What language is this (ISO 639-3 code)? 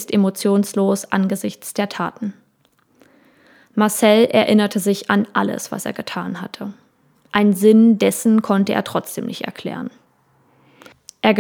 deu